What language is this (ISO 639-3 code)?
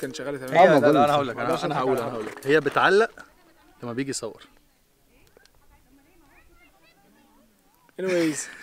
arz